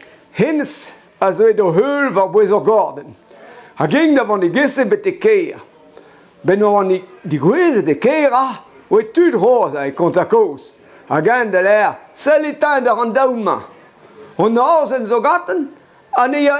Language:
Breton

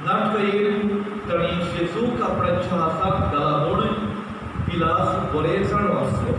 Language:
Konkani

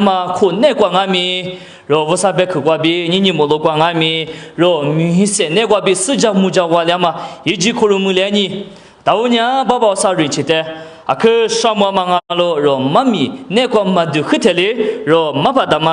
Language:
Lisu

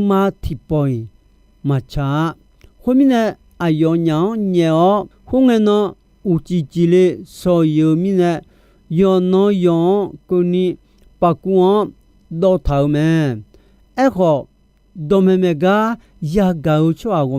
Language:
Akha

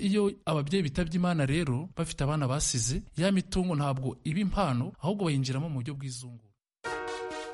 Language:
Kinyarwanda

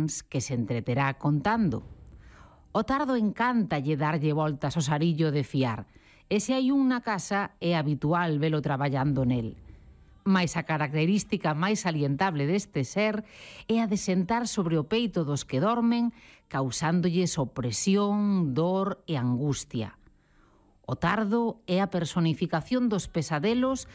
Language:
Galician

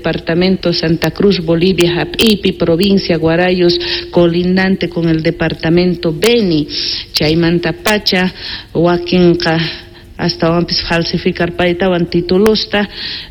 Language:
South Bolivian Quechua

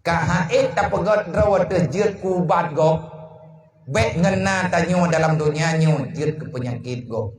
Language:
Achinese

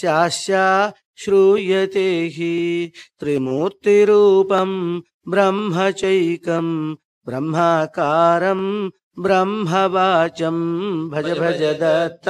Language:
Sanskrit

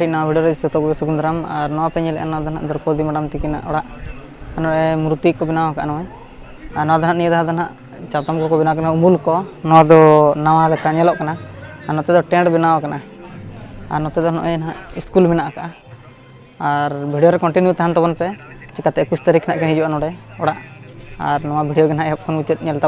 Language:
Santali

